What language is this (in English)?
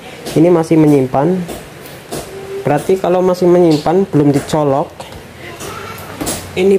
Indonesian